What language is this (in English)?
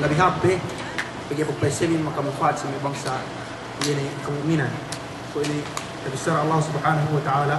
Yakan